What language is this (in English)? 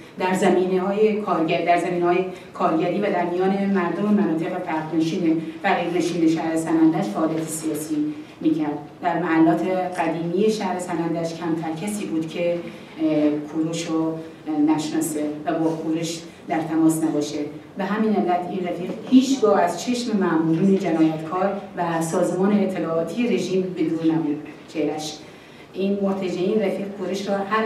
Persian